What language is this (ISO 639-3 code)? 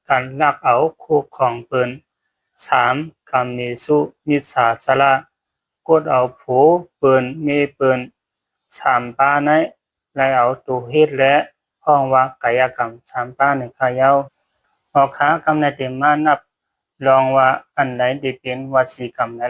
shn